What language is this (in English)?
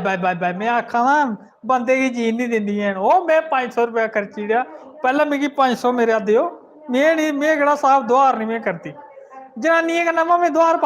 Dogri